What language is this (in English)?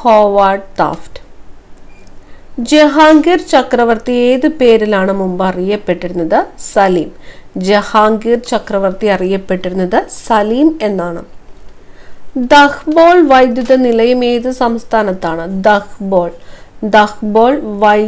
Malayalam